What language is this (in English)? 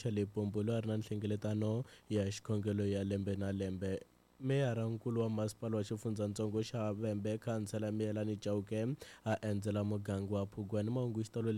Tsonga